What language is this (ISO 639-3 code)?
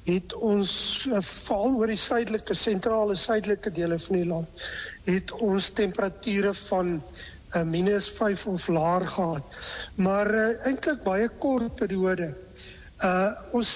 afr